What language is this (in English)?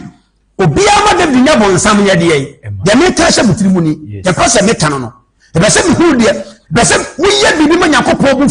Akan